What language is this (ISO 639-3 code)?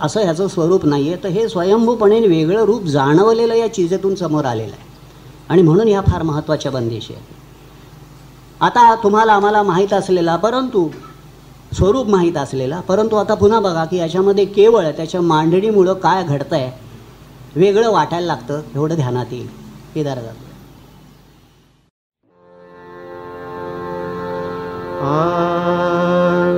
mar